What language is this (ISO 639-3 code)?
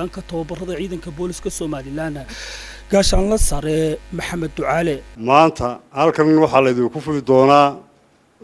som